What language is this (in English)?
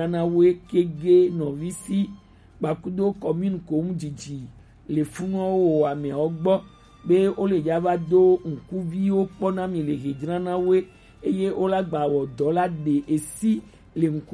Gen